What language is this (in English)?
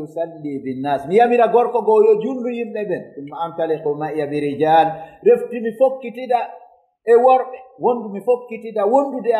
Fula